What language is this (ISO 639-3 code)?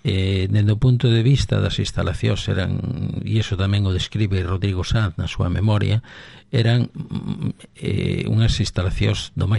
glg